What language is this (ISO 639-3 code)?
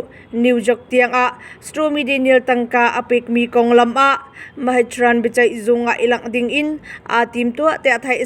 cnh